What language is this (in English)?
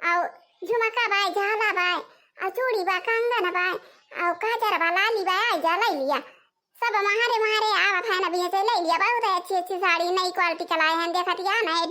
Awadhi